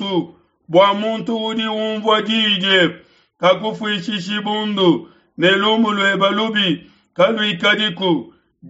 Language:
Luba-Lulua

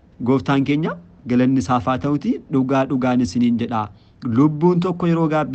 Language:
Oromo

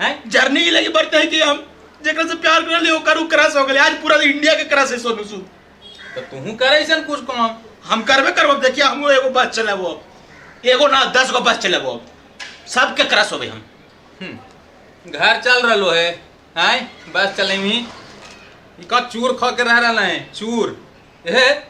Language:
Magahi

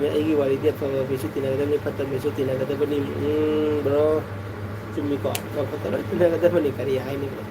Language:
Manipuri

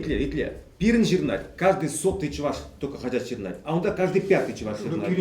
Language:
Chuvash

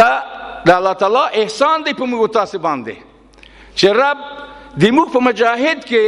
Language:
Pashto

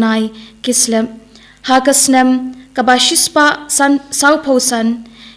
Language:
Khasi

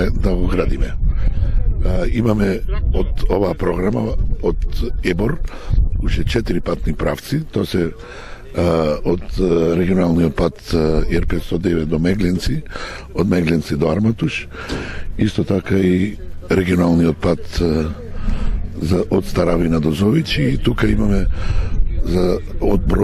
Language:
Macedonian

